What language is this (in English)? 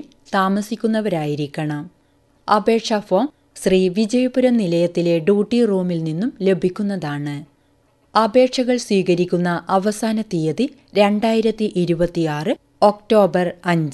Malayalam